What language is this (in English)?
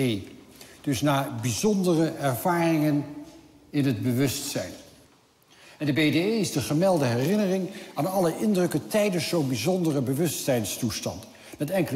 Dutch